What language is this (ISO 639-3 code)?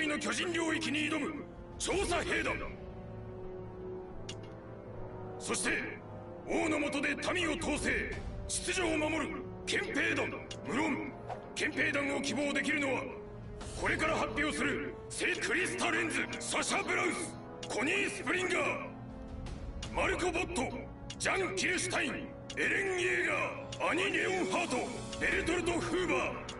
jpn